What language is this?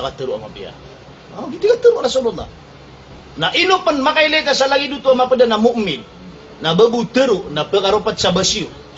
Maranao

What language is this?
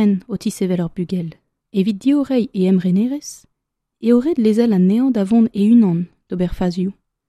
Breton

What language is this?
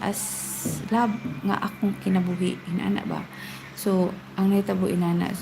Cebuano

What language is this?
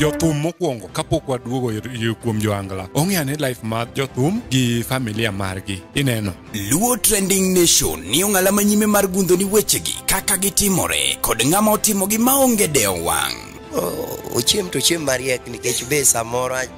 Luo (Kenya and Tanzania)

